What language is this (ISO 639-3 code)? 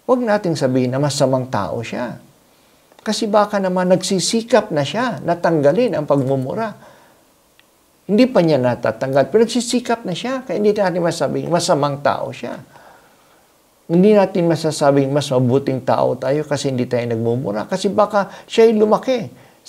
fil